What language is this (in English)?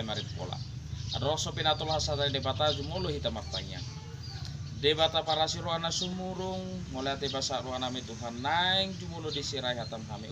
Batak Toba